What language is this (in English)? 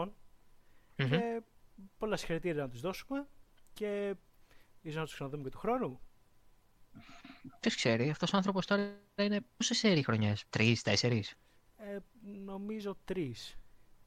Greek